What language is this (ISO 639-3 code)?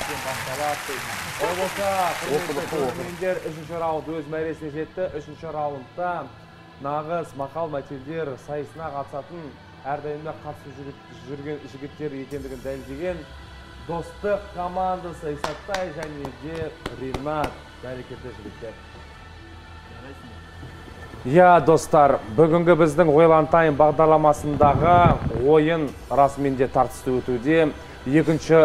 kaz